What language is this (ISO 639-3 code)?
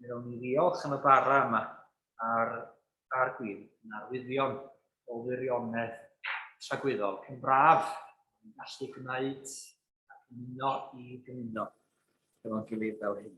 cym